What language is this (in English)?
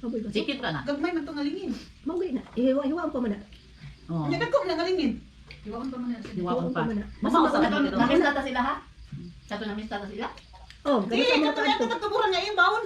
Cebuano